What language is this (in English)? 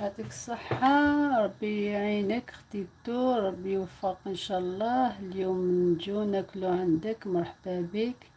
Algerian Arabic